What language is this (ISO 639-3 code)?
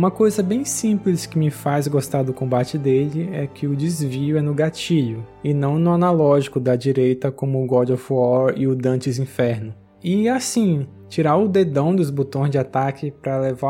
por